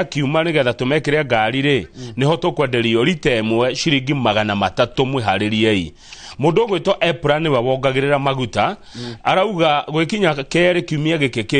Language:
Kikuyu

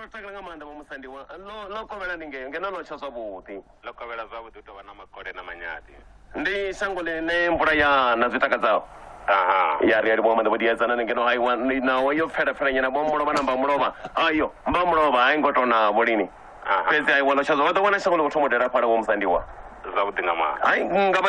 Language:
Venda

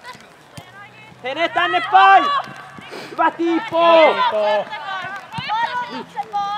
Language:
Finnish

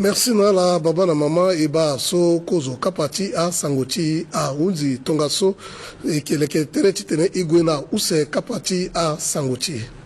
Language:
Sango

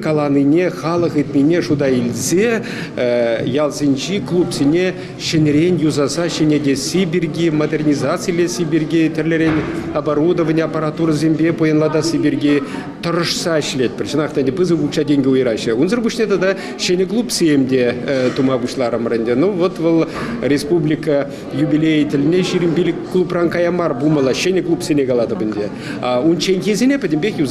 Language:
Chuvash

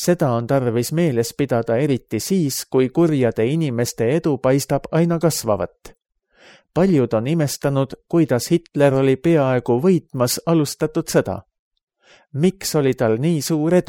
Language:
Estonian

